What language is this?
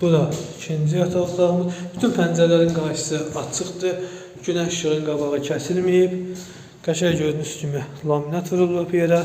Azerbaijani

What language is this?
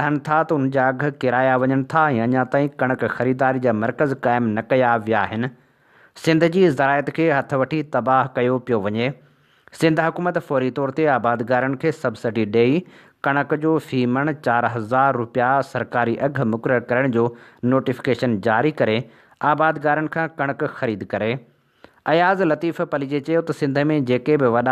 Sindhi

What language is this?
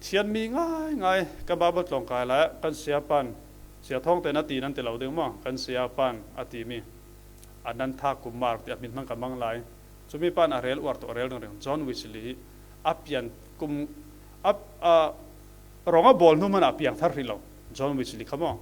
Falam Chin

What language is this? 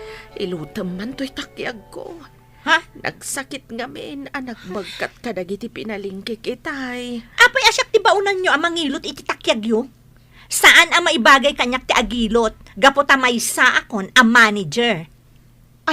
Iloko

